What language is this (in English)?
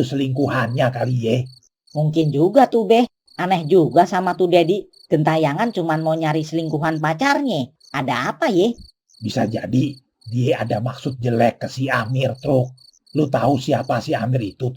Betawi